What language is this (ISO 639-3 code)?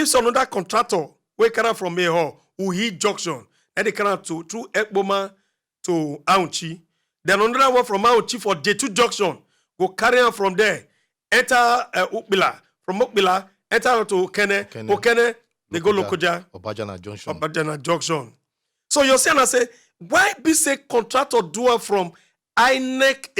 pcm